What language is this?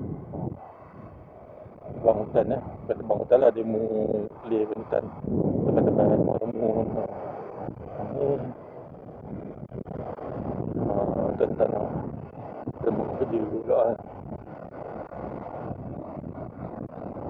Malay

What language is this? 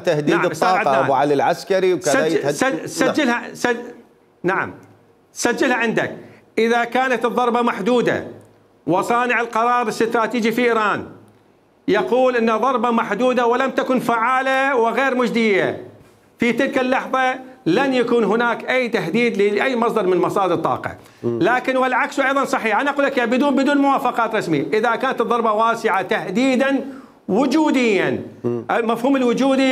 Mesopotamian Arabic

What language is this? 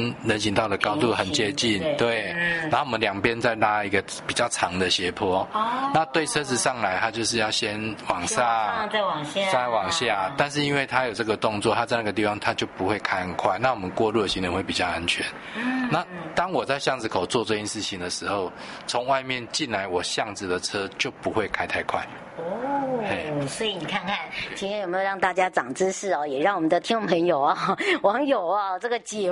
Chinese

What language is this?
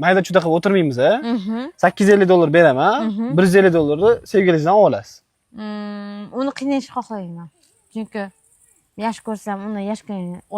Uzbek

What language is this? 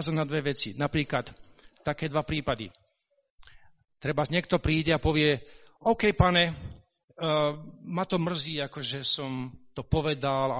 Slovak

